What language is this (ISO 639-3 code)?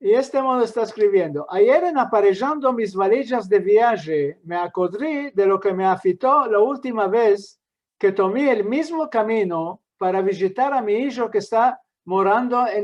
lad